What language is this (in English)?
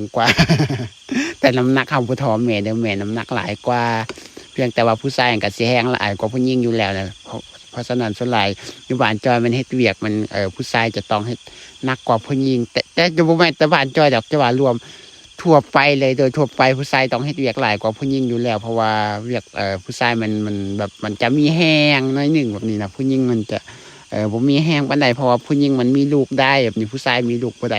Lao